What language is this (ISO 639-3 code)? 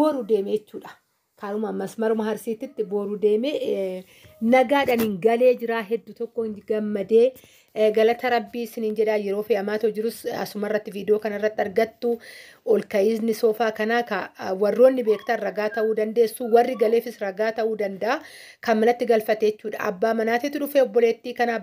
orm